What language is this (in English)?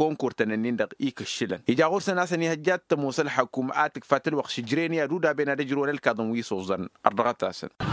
Tamasheq